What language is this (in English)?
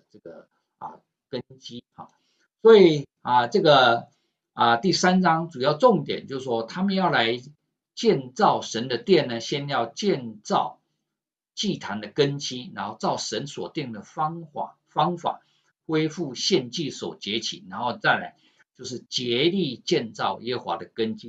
Chinese